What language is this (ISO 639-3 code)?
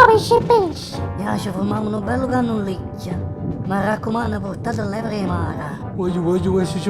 nap